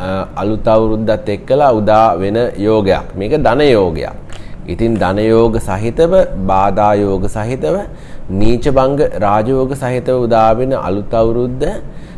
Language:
Sinhala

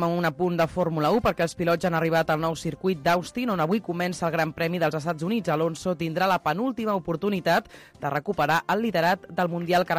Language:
Catalan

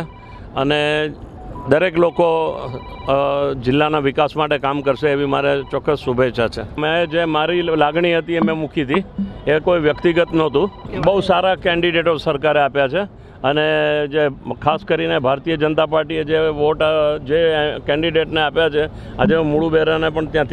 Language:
Gujarati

